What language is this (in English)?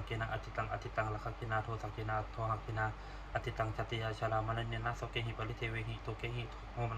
Pali